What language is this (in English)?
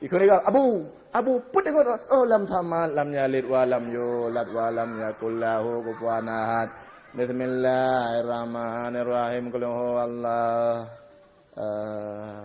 Achinese